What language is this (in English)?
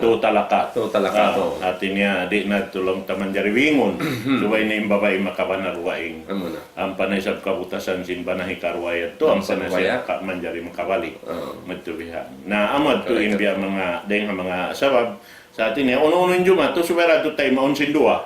Tausug